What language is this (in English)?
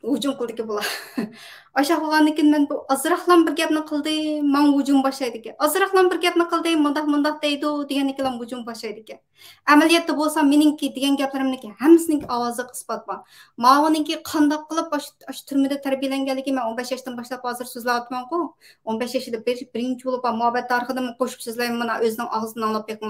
Uyghur